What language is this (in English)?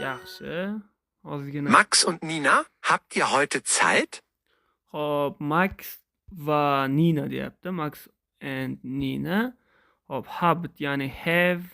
Uzbek